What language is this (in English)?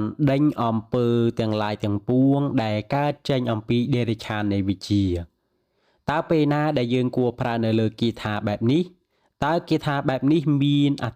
Khmer